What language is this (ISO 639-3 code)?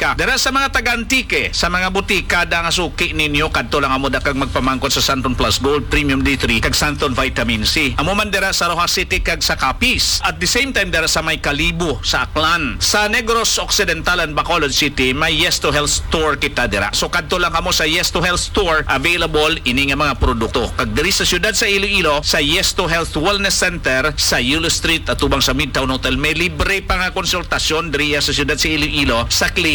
hil